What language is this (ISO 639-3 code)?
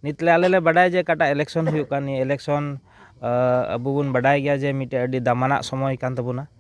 sat